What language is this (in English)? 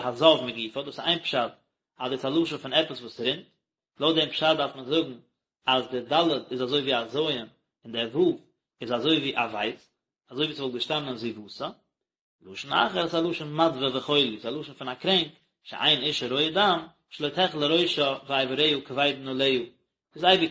Yiddish